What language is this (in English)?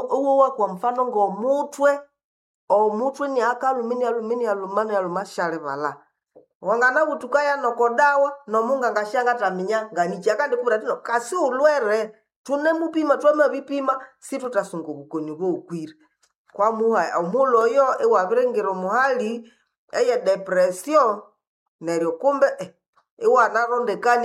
Nande